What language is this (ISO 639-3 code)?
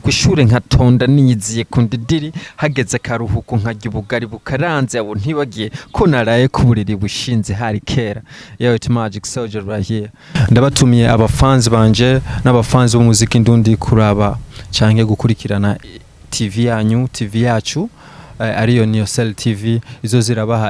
run